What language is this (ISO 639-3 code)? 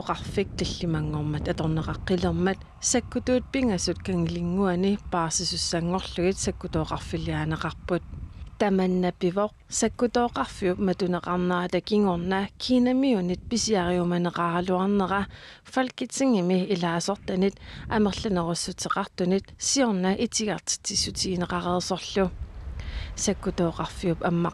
kal